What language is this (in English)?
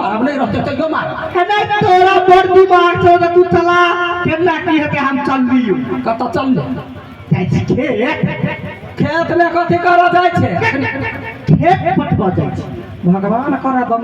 Maithili